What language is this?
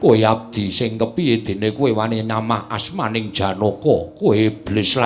Javanese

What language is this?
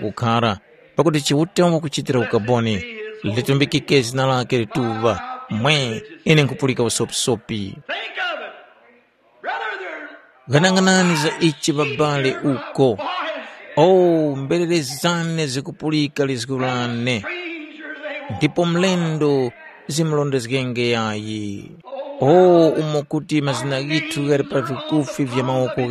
Tumbuka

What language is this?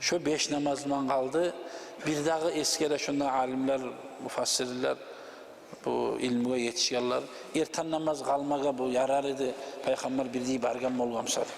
Kumyk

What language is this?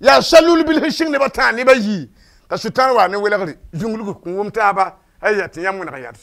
Mossi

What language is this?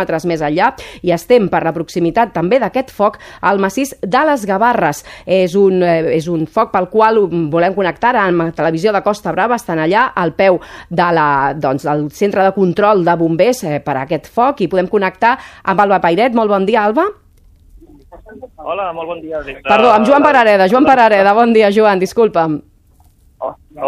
Catalan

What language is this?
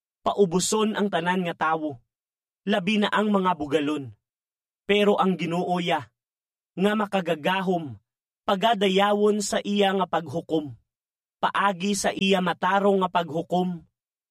Hiligaynon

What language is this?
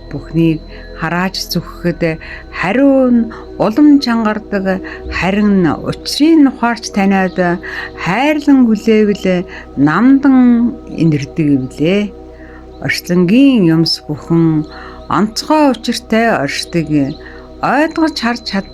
Mongolian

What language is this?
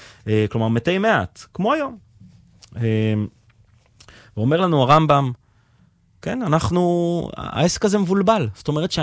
Hebrew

